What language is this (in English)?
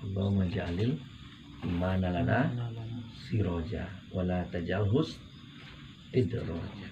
Minangkabau